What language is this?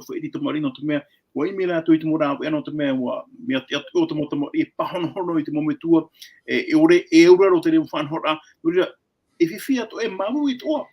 Tahitian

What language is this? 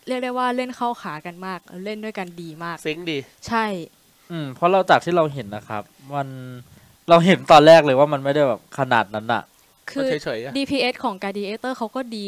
Thai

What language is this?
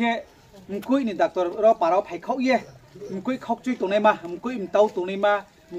Riang (India)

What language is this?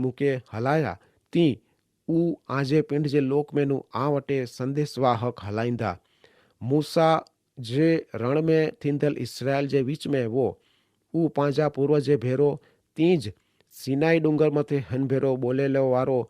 Kachhi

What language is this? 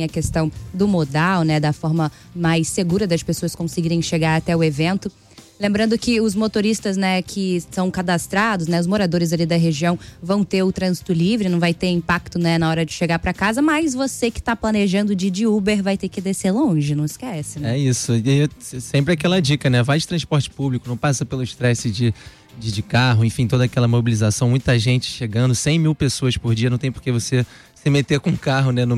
Portuguese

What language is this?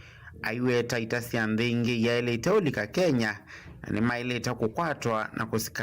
Kamba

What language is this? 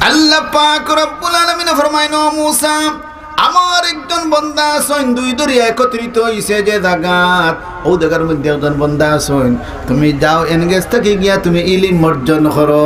Sylheti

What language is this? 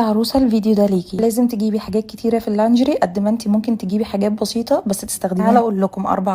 Egyptian Arabic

